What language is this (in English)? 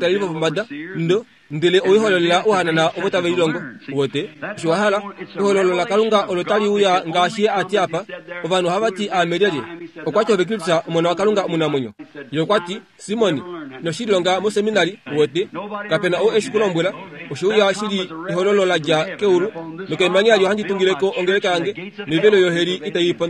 Kuanyama